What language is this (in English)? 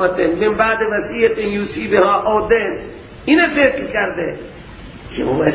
Persian